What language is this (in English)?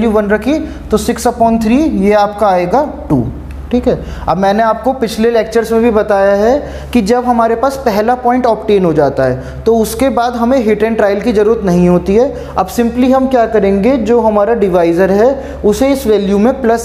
Hindi